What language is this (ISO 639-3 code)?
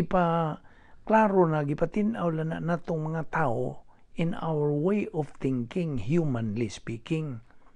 ceb